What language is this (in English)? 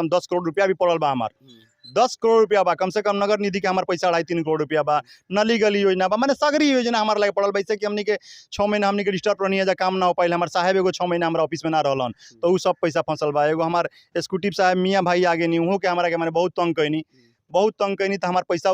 Bhojpuri